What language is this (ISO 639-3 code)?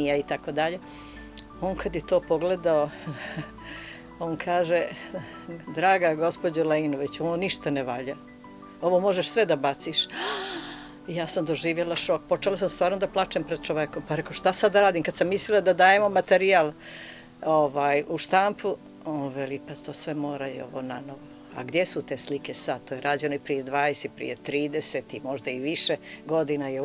srp